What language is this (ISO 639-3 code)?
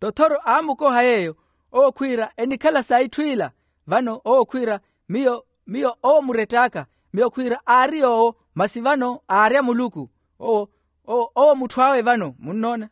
vmw